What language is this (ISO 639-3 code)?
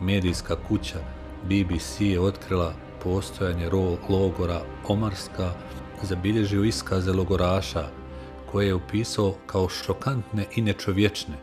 bos